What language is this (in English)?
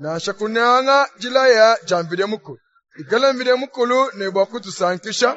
Luba-Lulua